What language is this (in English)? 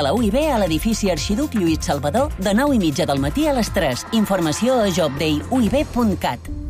Catalan